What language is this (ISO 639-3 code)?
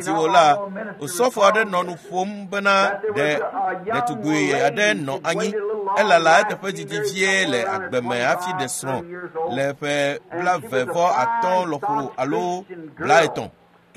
ewe